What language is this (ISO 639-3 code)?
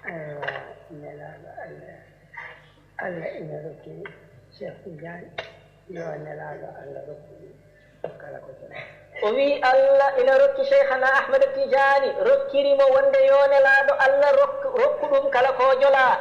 ful